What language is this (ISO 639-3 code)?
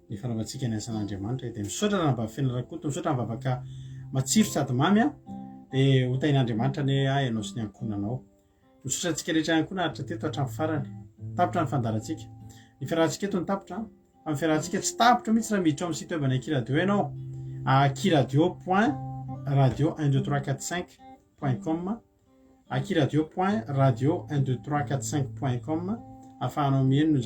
mlg